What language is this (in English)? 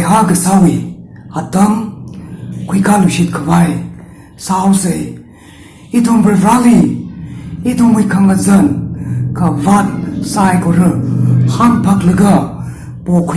Tangkhul Naga (India)